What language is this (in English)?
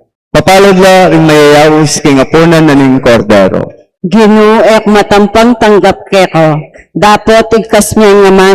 Pampanga